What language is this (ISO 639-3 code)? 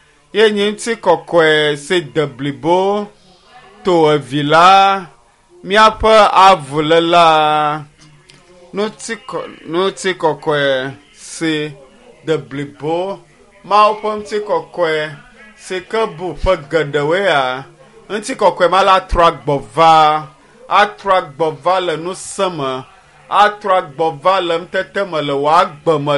ewe